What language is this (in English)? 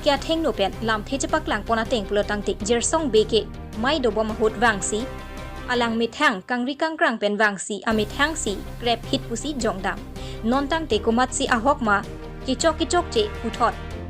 Karbi